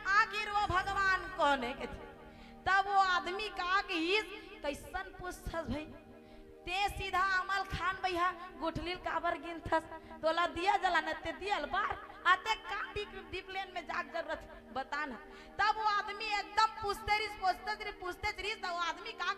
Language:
Chhattisgarhi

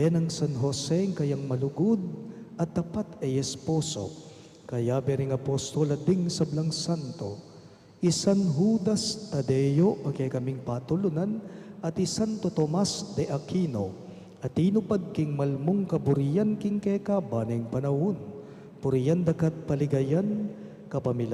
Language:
Pampanga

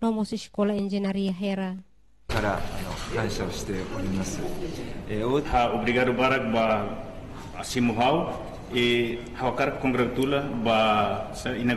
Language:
Tetum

